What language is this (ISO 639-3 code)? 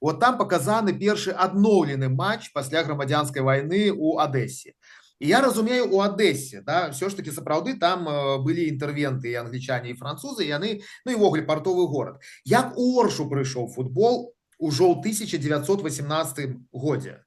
bel